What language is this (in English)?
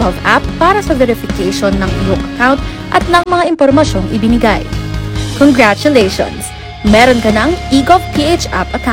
Filipino